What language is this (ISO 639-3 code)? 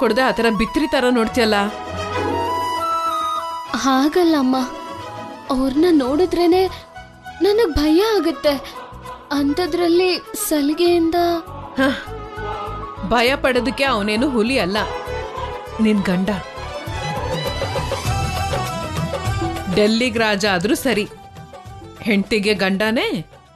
kan